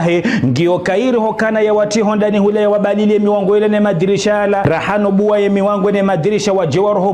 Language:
Ngazidja Comorian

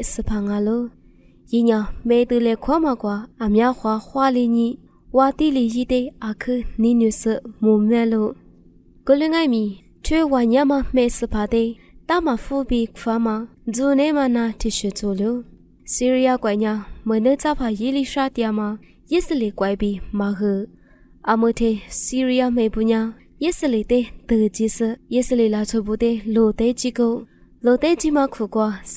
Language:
Lisu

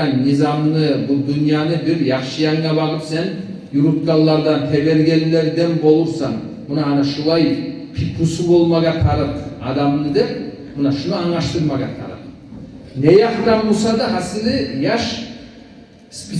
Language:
Kumyk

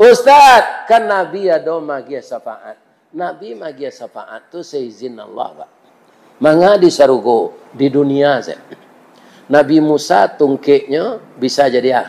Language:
Minangkabau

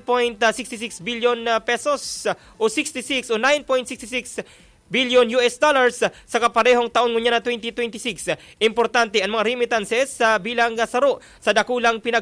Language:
Bikol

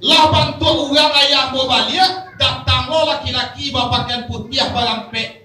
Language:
Minangkabau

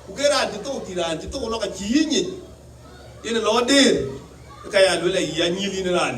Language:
Dinka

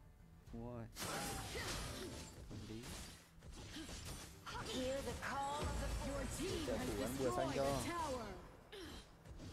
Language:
Vietnamese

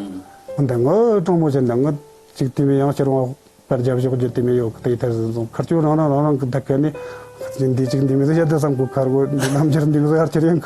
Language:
Tibetan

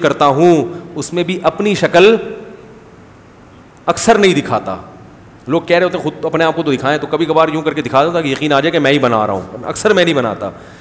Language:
Urdu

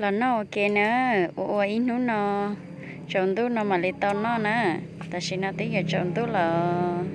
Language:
Hmong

